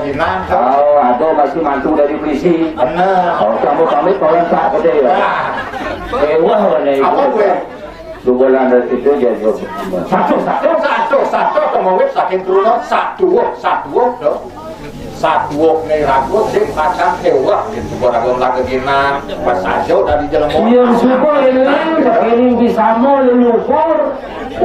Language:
Balinese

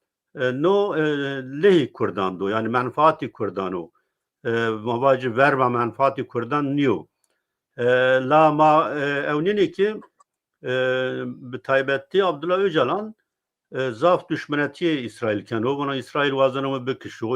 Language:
Zaza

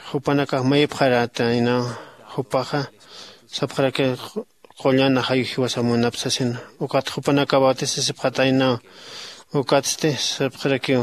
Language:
Aymara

